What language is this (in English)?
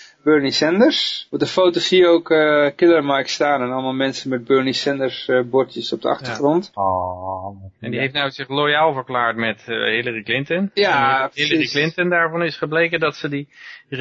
Dutch